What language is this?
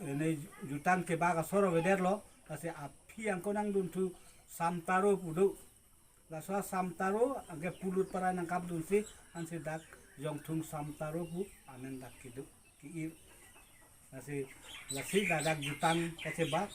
Karbi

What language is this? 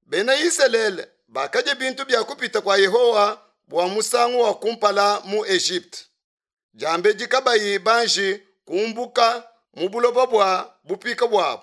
Luba-Lulua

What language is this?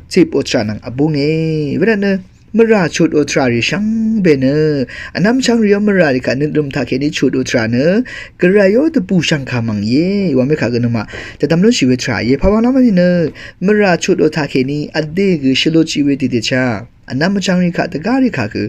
Rawang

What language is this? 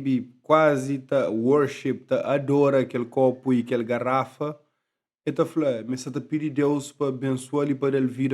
Kabuverdianu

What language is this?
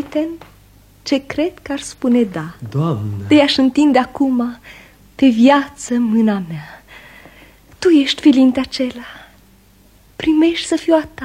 Romanian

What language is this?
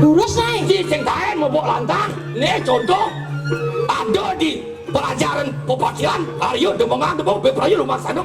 Balinese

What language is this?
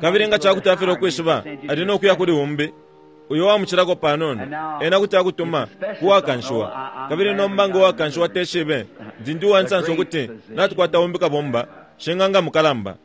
Bemba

